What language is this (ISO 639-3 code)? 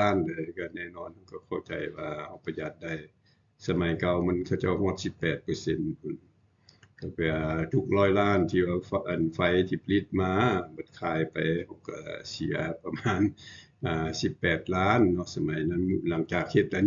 lao